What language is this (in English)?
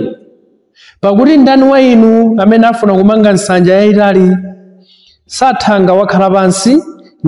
Nyanja